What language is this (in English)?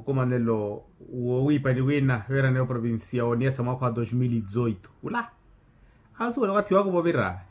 Makhuwa